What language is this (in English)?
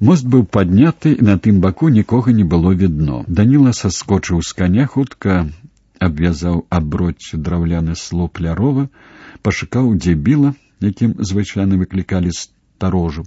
Belarusian